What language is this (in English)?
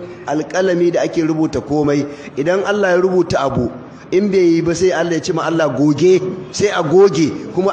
Hausa